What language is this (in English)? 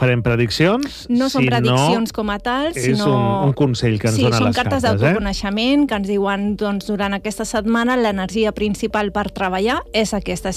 Catalan